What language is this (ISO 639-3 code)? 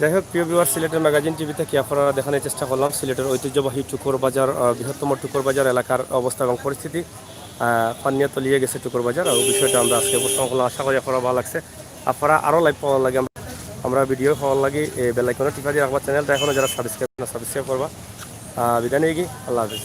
syl